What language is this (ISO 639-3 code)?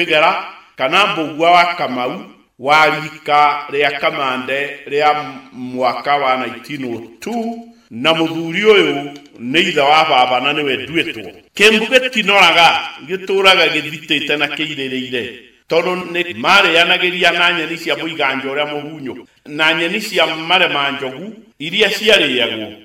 kik